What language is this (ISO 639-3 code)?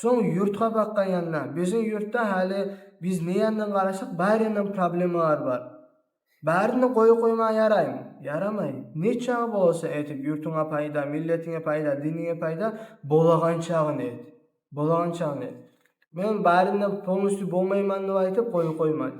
kum